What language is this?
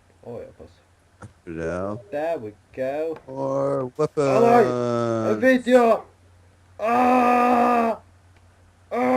Faroese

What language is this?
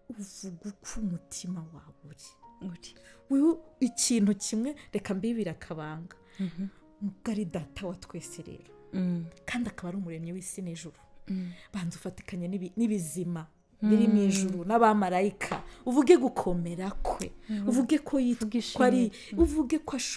Kinyarwanda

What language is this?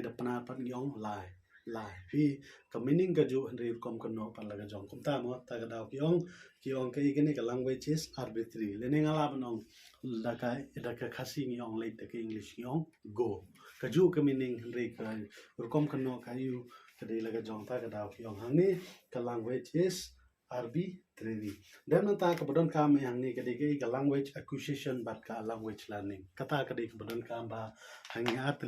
Khasi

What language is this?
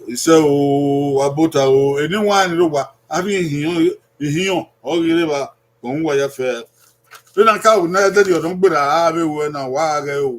Bini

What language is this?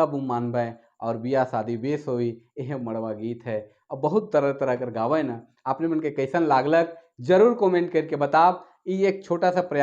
Sadri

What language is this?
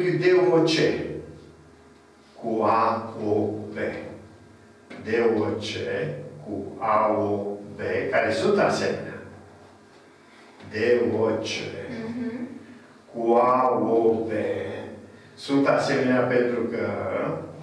Romanian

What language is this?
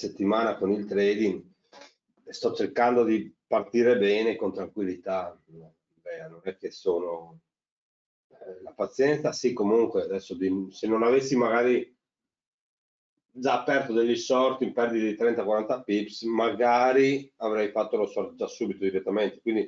Italian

